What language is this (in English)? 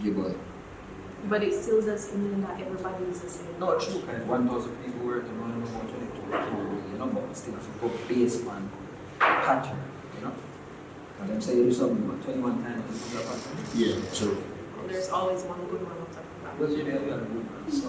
Jamaican Creole English